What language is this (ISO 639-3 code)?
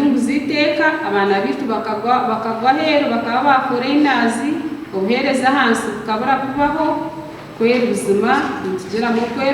nyn